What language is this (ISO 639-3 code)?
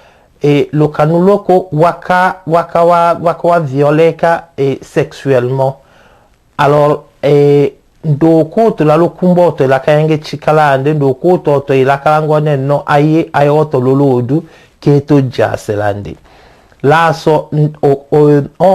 tll